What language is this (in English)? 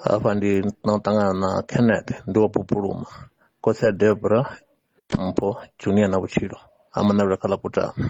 Venda